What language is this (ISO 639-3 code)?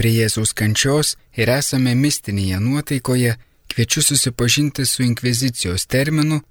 lit